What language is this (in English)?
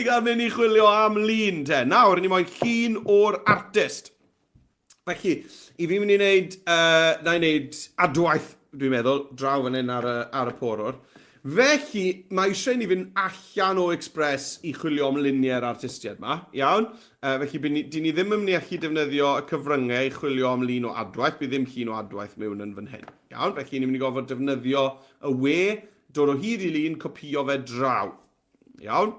Welsh